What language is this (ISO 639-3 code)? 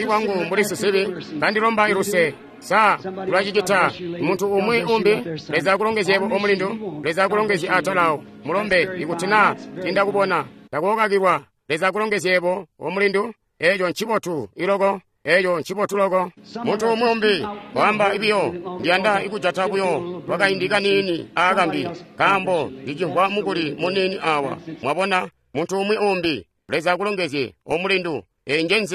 toi